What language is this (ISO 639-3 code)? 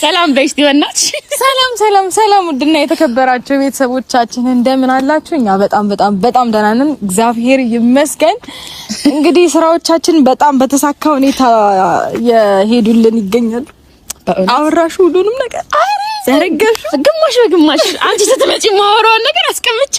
amh